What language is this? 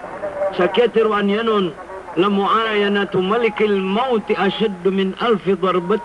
Maranao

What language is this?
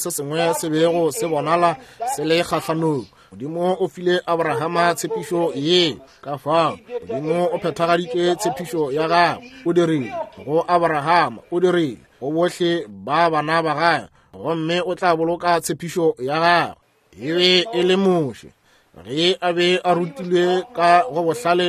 Northern Sotho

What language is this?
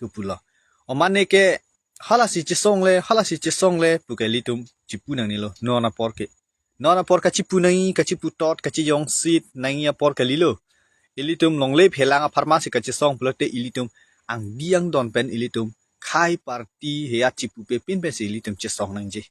Karbi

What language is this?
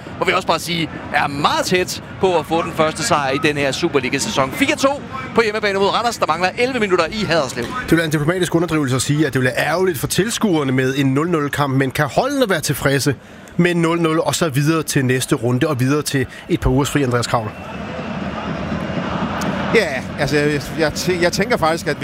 Danish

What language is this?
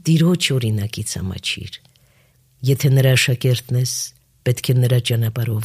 Armenian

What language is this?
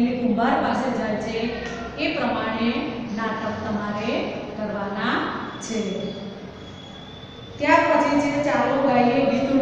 Gujarati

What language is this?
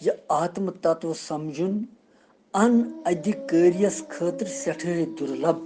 Kashmiri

